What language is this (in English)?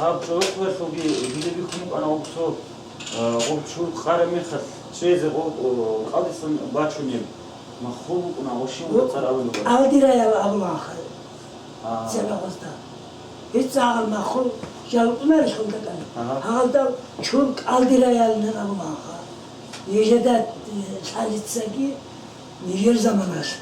Avaric